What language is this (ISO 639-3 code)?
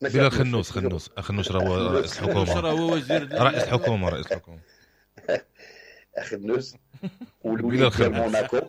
ary